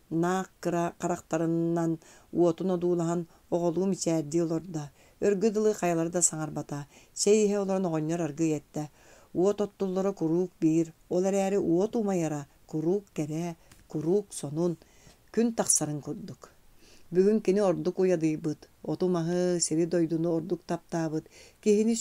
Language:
Yakut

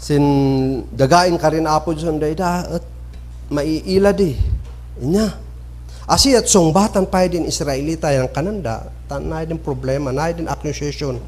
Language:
Kankanaey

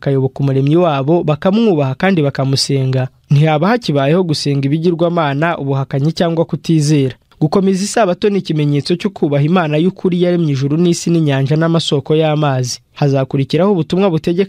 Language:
Kinyarwanda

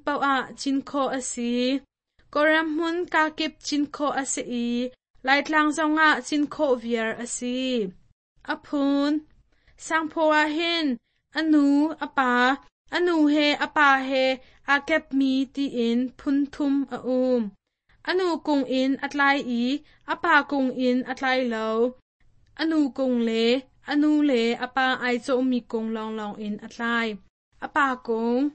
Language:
Hakha Chin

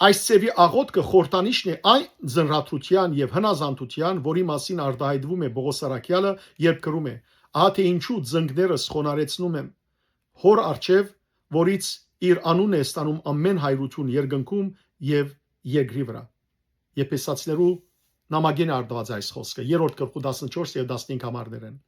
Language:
Western Armenian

